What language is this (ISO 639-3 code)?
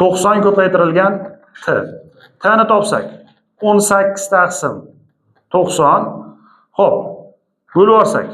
uzb